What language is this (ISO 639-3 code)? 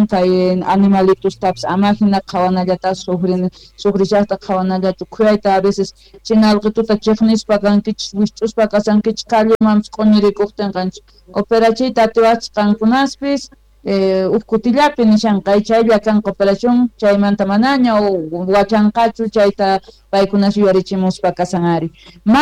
que